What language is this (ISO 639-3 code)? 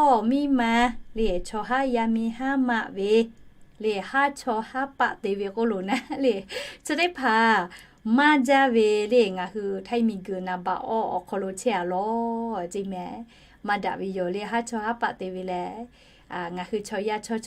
lhu